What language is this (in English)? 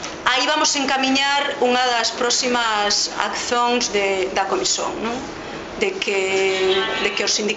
Galician